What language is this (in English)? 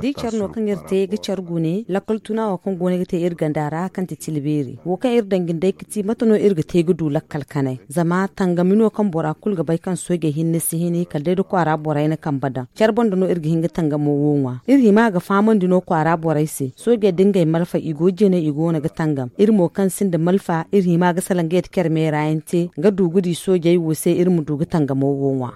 Zarma